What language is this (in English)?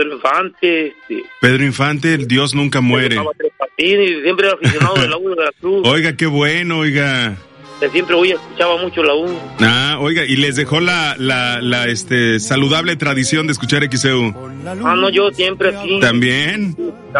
Spanish